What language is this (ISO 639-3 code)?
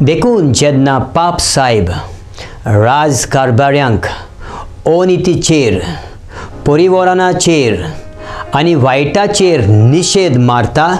kok